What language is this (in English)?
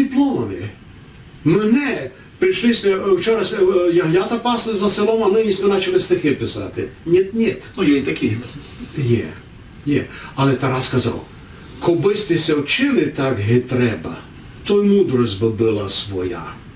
Rusyn